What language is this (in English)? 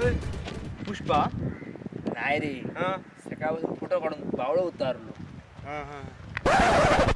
Konkani